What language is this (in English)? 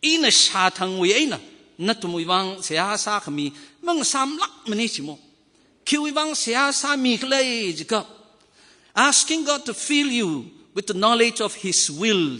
Tangkhul Naga (India)